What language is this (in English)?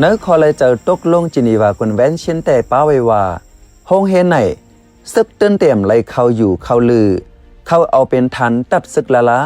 Shan